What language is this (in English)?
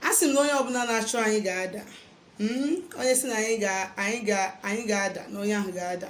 Igbo